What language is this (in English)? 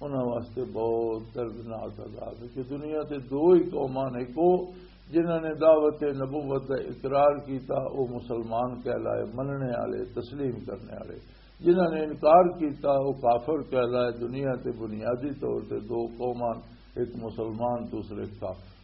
Western Panjabi